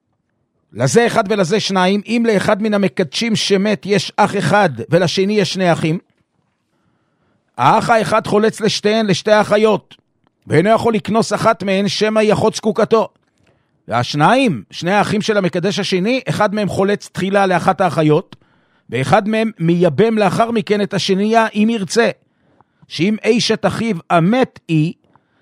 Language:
Hebrew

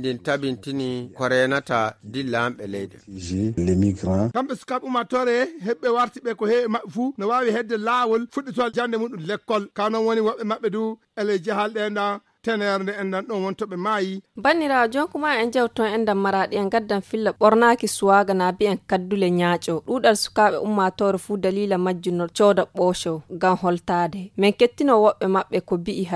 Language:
Fula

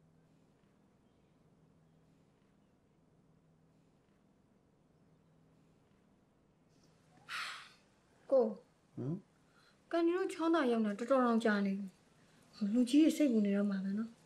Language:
Burmese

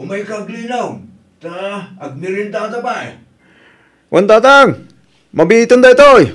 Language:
Iloko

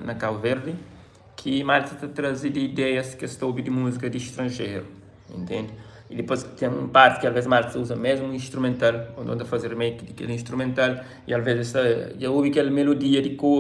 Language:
Kabuverdianu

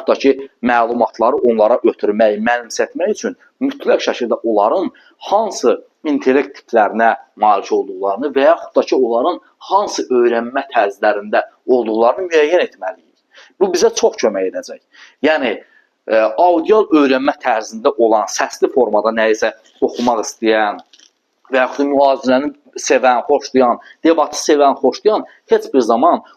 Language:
Azerbaijani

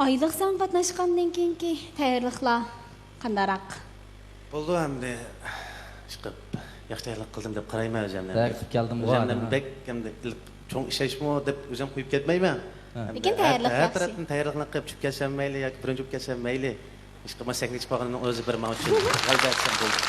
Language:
Uyghur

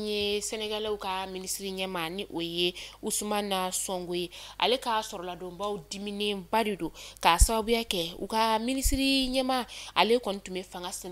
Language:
Bambara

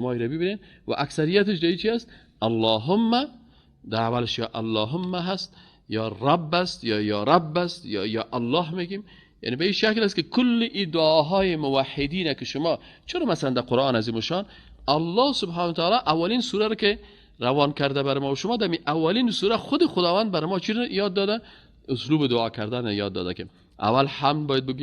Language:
Persian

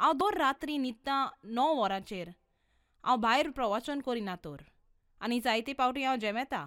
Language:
Konkani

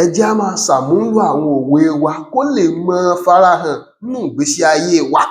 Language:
Yoruba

